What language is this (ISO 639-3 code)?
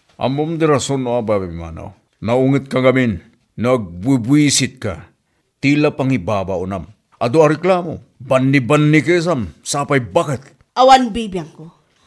ilo